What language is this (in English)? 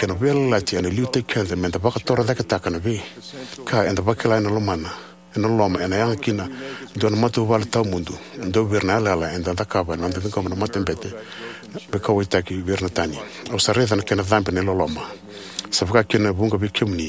Fijian